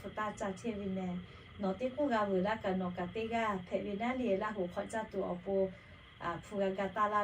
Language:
Lahu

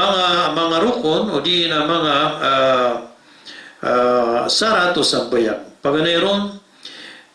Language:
Maranao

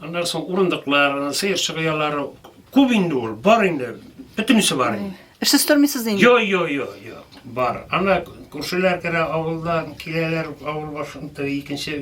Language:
Tatar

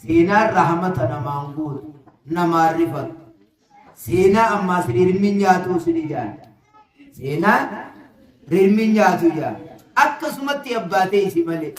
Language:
Oromo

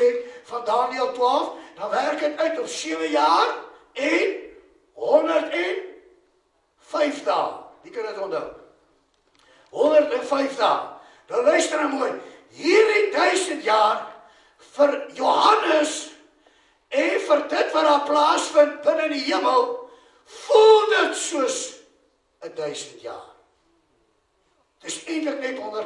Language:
Afrikaans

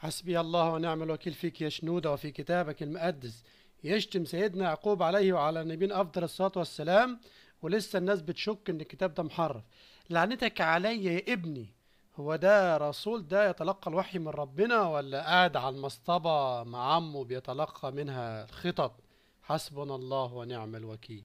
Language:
Egyptian Arabic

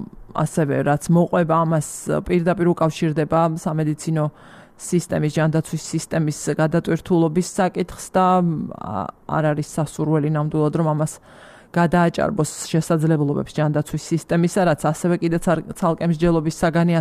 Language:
Georgian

